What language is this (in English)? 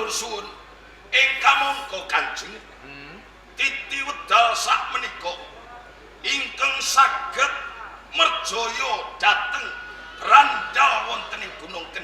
Javanese